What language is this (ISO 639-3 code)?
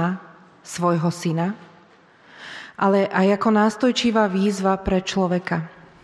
slk